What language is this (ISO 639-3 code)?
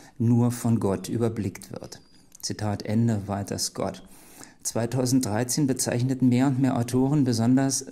deu